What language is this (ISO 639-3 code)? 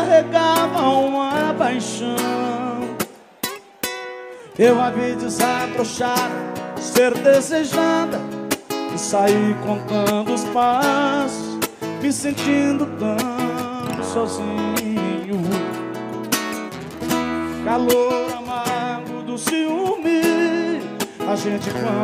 por